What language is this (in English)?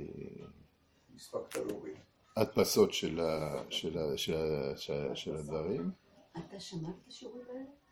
Hebrew